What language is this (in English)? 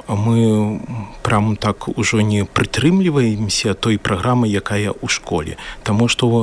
Belarusian